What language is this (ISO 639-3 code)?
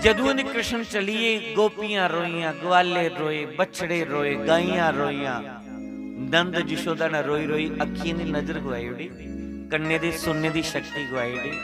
doi